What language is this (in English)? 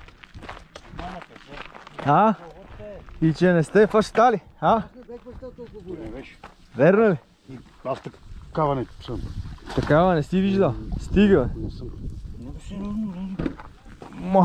Bulgarian